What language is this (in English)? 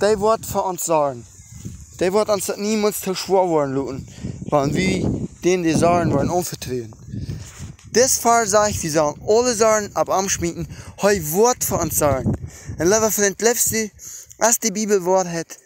Plautdietsch